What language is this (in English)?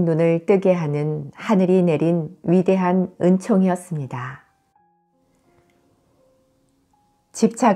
Korean